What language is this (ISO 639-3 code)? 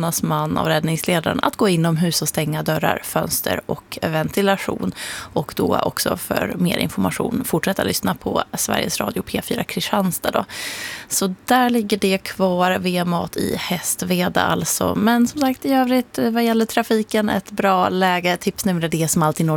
swe